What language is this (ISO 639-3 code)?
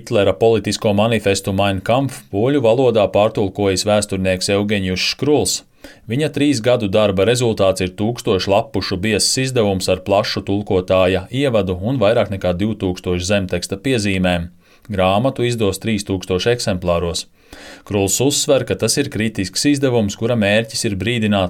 lav